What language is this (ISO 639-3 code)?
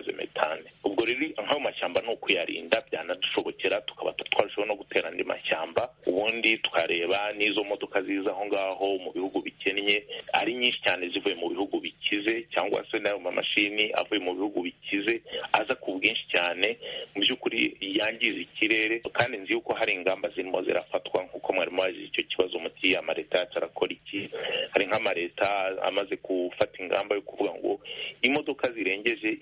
kin